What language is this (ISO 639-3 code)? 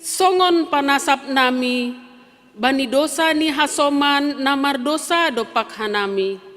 bts